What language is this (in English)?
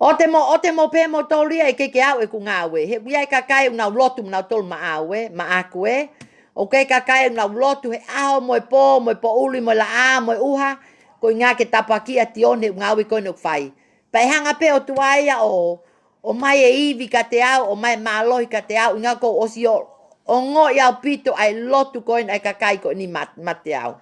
Tongan